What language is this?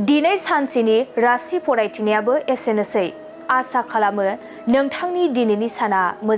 Bodo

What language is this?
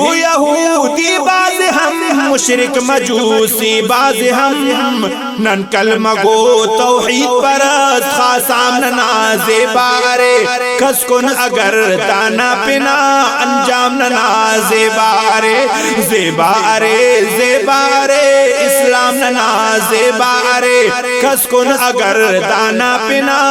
Brahui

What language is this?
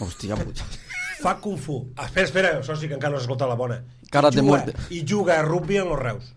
Catalan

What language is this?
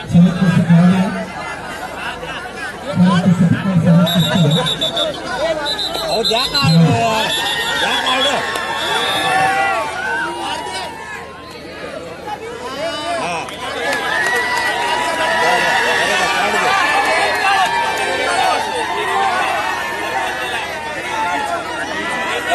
Marathi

